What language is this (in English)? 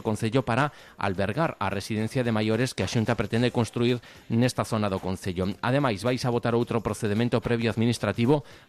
Galician